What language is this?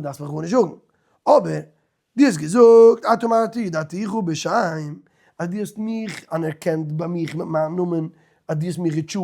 Yiddish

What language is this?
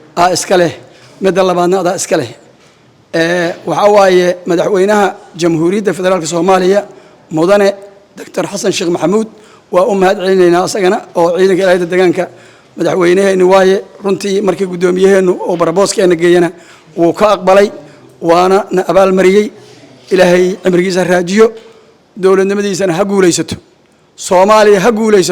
Somali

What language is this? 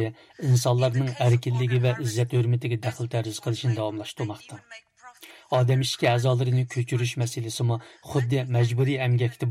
Uyghur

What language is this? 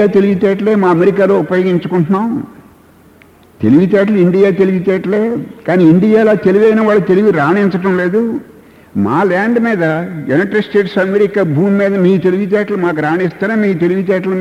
Telugu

